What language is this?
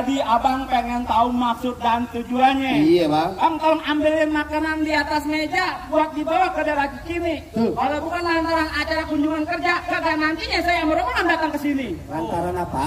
Betawi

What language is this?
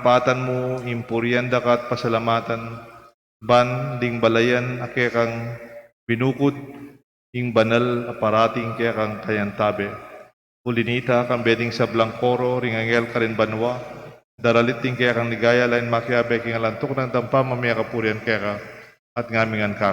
Pampanga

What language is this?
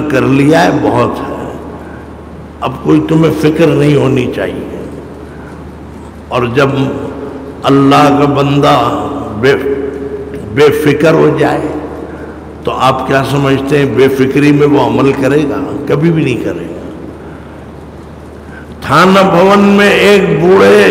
Urdu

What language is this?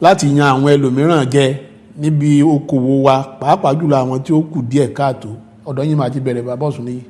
Yoruba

